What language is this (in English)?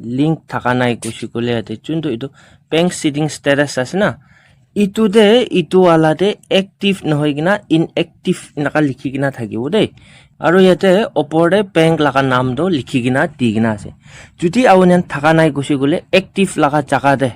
Naga Pidgin